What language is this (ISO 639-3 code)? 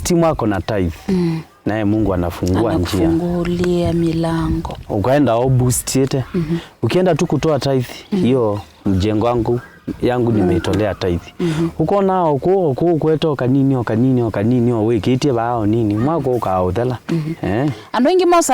kam